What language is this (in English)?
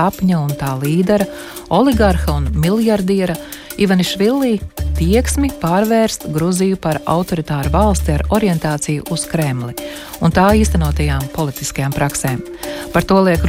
Latvian